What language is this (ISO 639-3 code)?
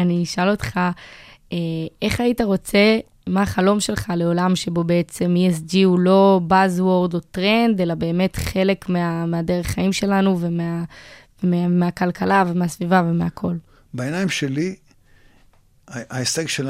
heb